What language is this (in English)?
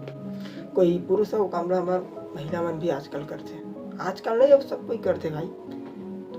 Chhattisgarhi